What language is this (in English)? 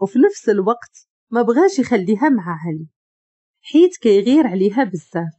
Moroccan Arabic